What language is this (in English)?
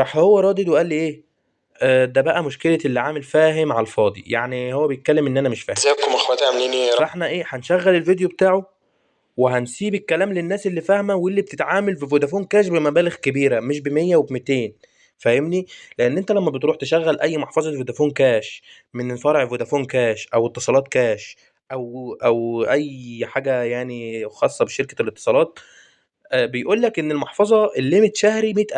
Egyptian Arabic